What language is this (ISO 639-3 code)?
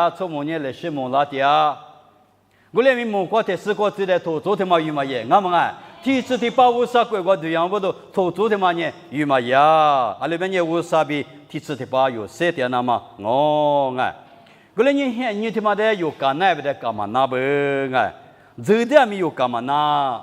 lis